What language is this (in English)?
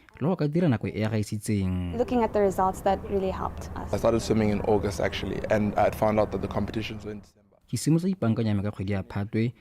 Tswana